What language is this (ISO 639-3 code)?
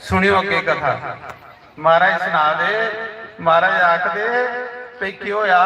doi